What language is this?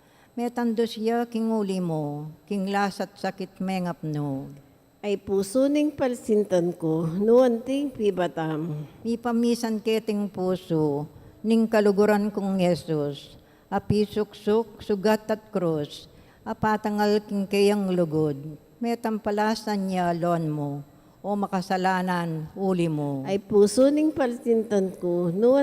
Pampanga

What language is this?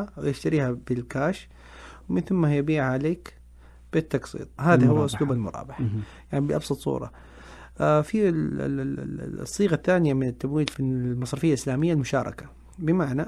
Najdi Arabic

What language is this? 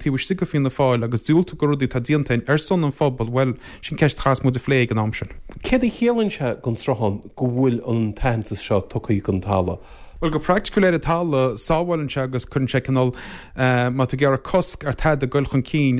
Irish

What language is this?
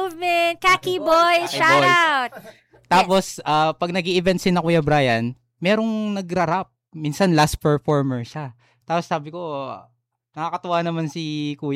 Filipino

